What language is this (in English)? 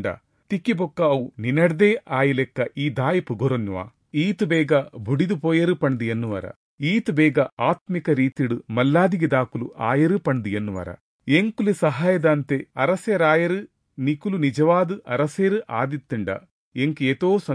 Tulu